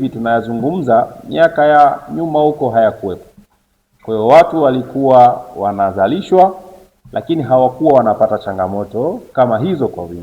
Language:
Swahili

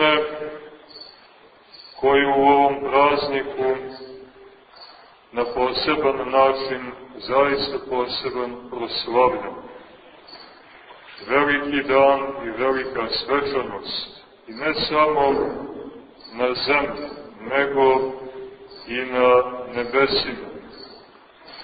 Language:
Serbian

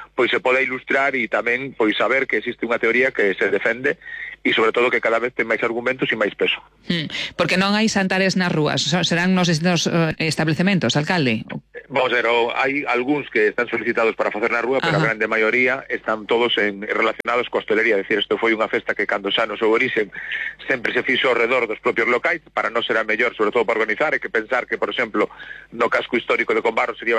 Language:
Galician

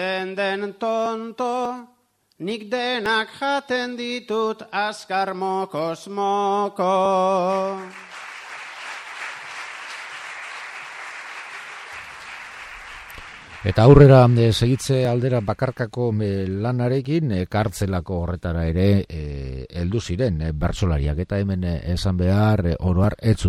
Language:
Basque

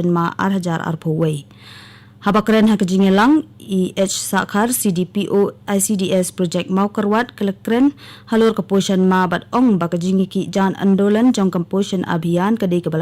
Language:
Khasi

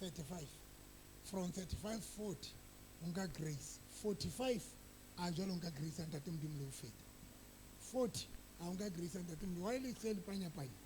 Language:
Southern Sotho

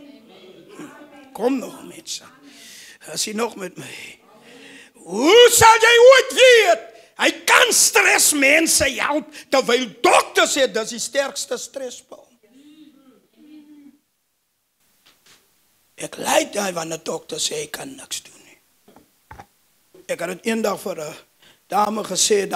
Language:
Afrikaans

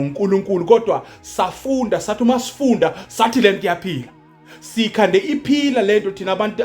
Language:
Zulu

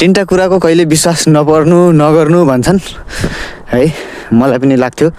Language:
Nepali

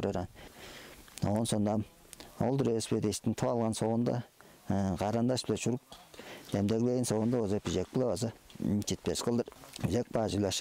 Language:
Tuvinian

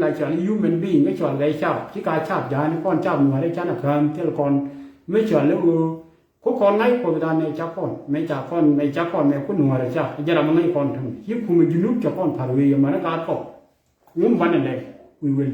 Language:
Nuer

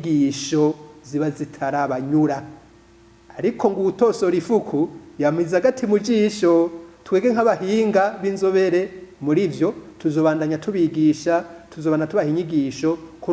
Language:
Rundi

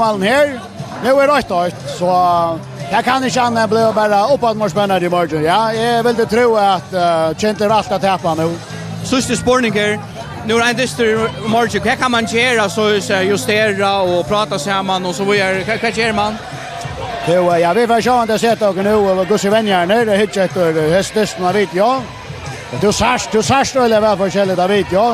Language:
Faroese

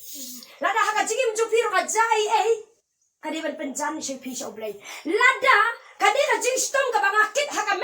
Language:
Khasi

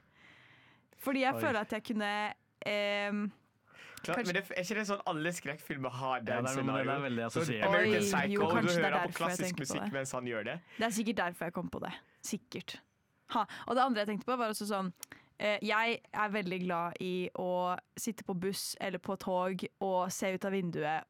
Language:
Norwegian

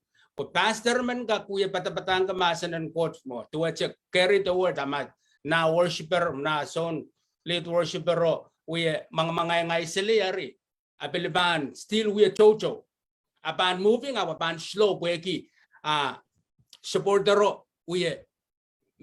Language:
Pohnpeian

